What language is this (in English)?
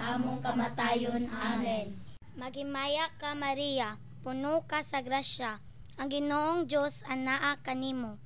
Cebuano